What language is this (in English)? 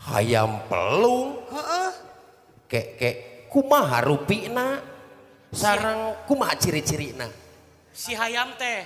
Sundanese